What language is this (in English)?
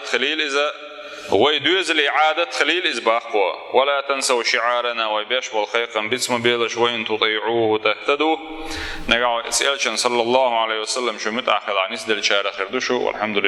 Chechen